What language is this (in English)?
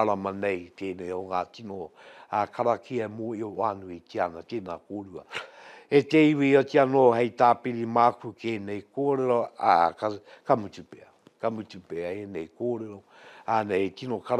Māori